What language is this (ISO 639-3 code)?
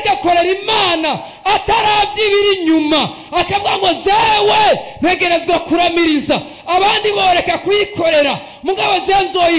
run